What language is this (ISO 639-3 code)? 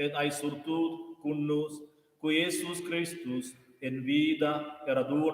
roh